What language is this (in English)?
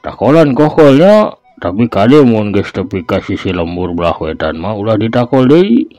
Sundanese